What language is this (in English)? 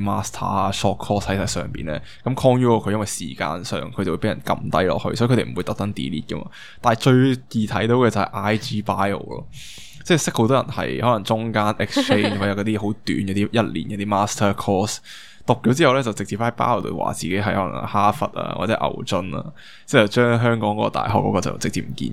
Cantonese